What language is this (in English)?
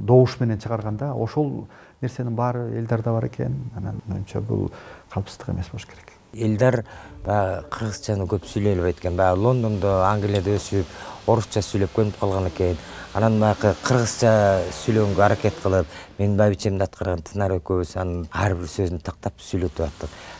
Kyrgyz